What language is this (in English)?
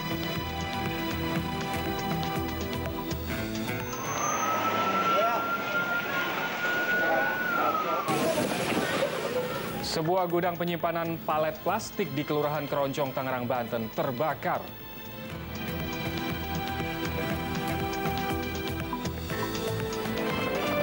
Indonesian